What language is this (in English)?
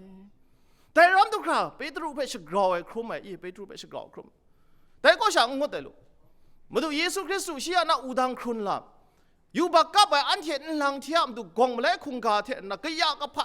Kachin